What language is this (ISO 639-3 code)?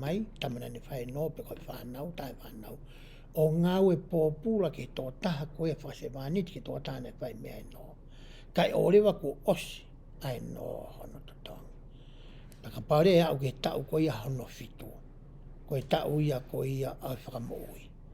ton